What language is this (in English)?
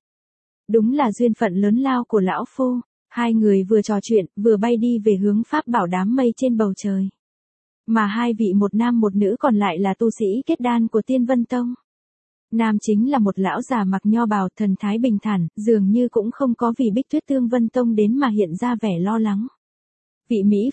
Vietnamese